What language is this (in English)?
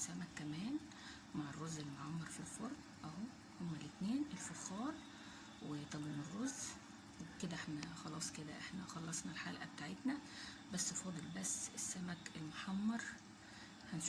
Egyptian Arabic